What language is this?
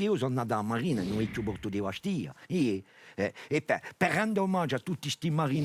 Corsican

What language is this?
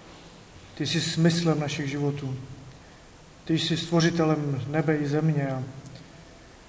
Czech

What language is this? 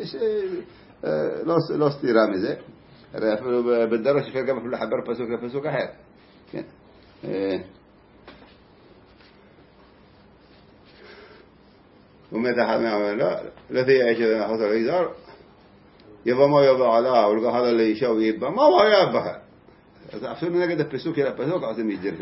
Hebrew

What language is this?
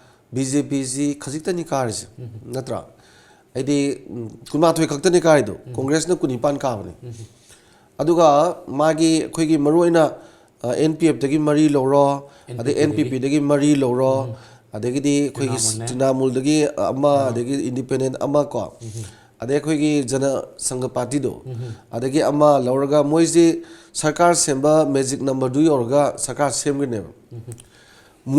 Manipuri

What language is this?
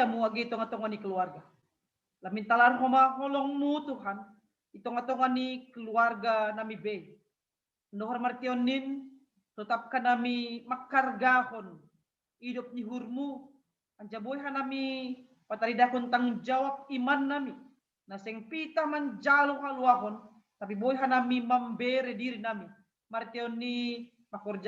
Batak Simalungun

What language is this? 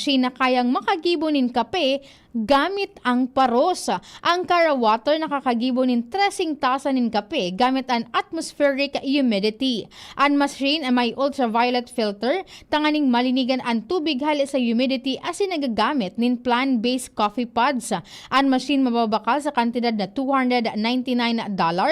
Bikol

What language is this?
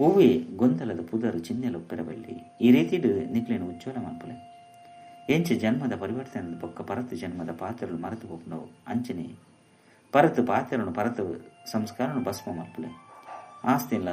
Tulu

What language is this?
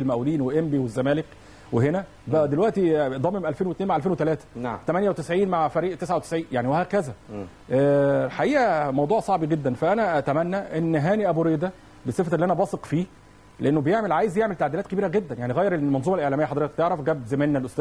Egyptian Arabic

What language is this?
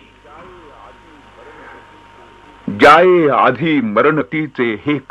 Marathi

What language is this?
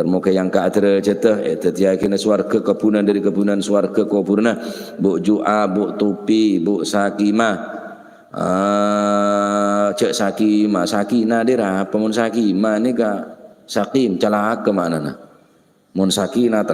Madurese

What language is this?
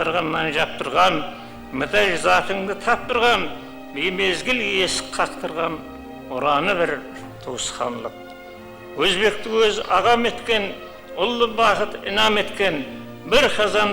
Kara-Kalpak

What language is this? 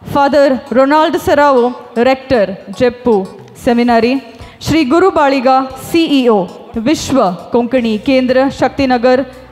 Konkani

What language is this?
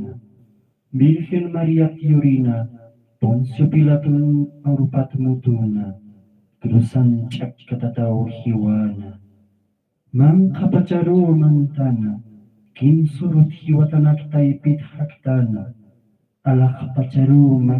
Aymara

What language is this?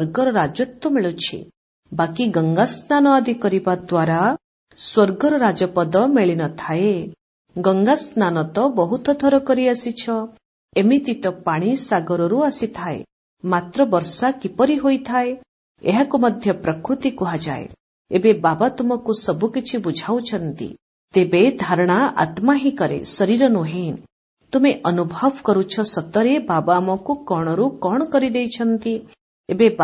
Odia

